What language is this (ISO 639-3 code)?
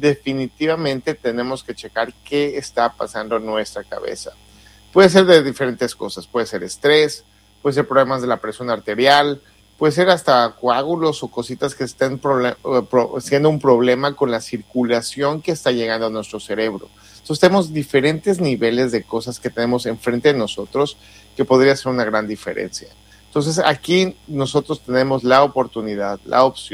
spa